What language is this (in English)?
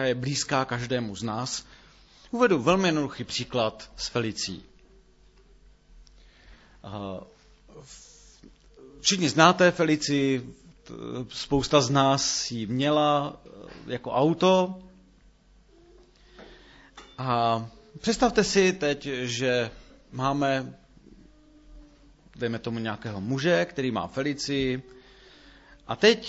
Czech